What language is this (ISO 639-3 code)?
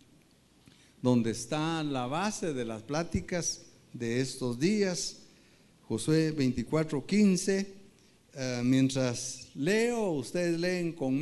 spa